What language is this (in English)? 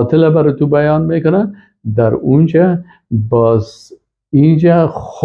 Persian